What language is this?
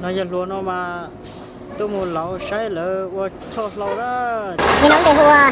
Hmong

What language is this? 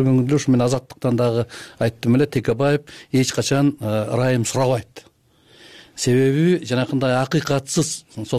Kyrgyz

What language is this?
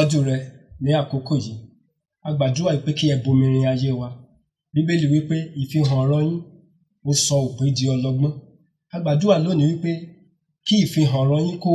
Yoruba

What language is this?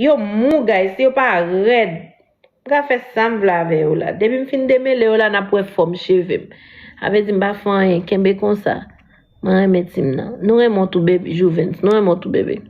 Haitian Creole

